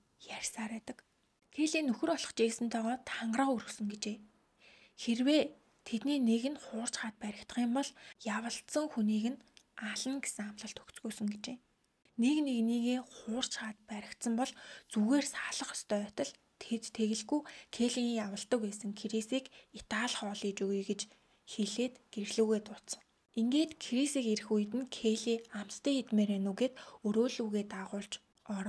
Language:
Mongolian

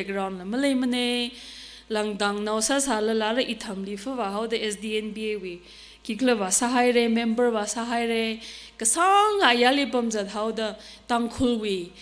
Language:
Tangkhul Naga (India)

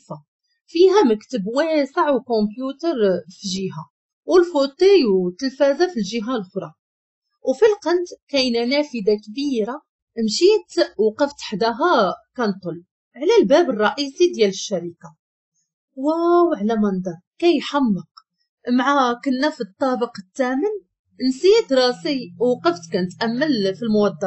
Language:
Moroccan Arabic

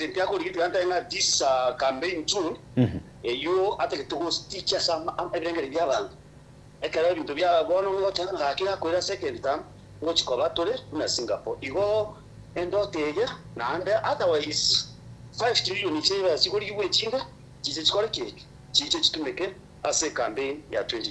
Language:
Gusii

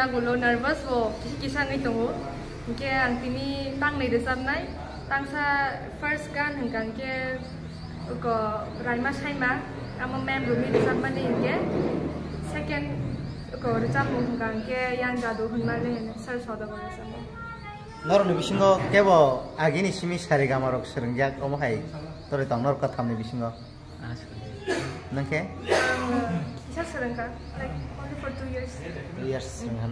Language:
Kok Borok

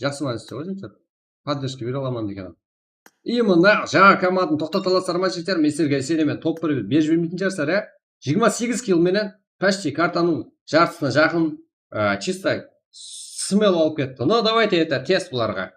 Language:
Kara-Kalpak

